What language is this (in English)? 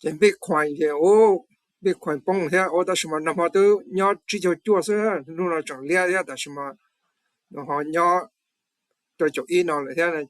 Hmong